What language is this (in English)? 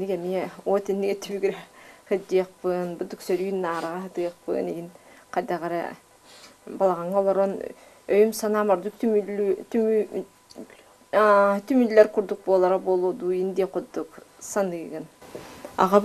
Yakut